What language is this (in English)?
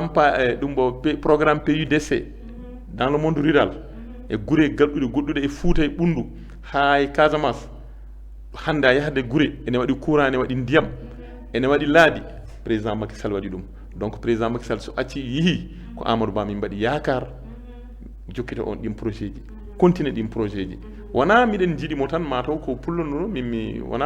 Fula